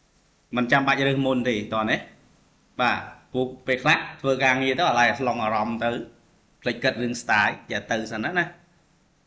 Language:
Khmer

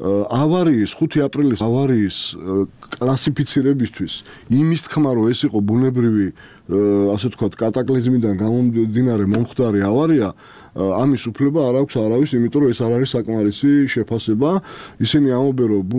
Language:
Georgian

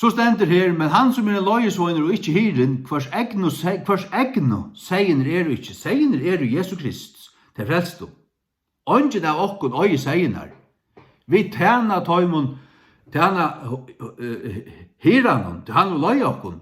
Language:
Faroese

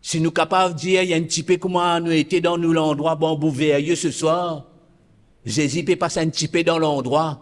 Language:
Morisyen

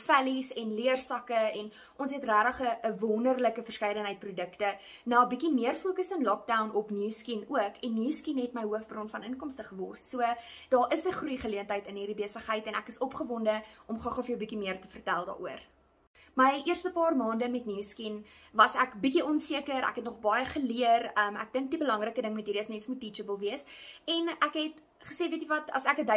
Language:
Afrikaans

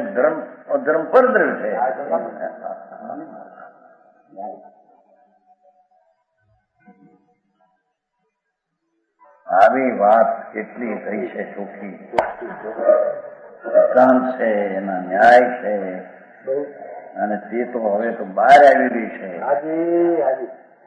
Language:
Gujarati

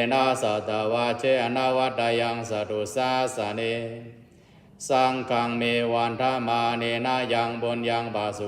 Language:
Pali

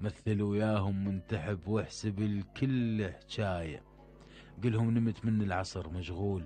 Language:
Mesopotamian Arabic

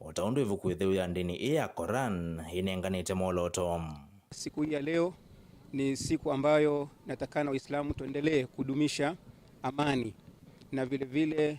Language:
Kamba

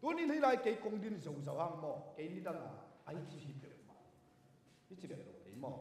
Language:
Tedim Chin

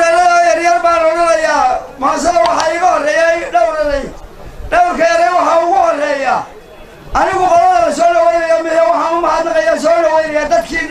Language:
Somali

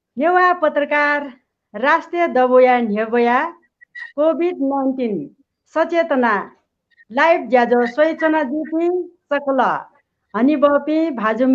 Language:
Newari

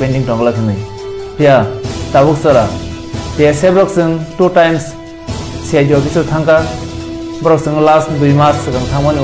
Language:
Kok Borok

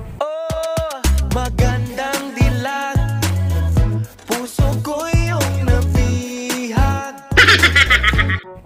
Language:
Filipino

